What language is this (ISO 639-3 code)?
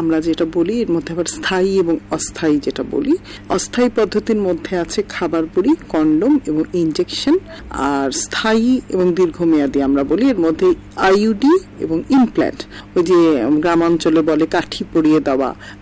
ben